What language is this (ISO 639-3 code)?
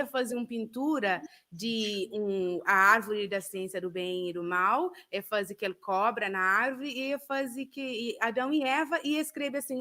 kea